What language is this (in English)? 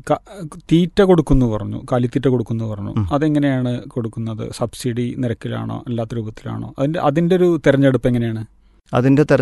Malayalam